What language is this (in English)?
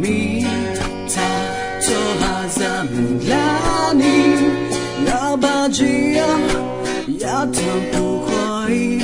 Akha